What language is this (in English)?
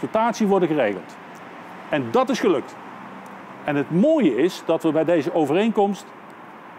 Dutch